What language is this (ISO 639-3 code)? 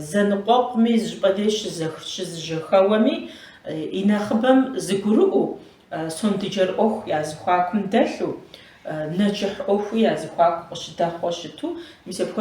kbd